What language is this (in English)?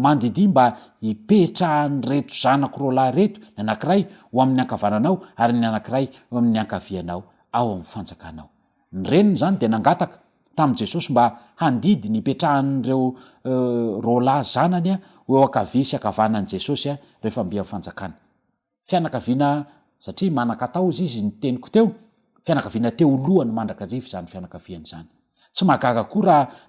Malagasy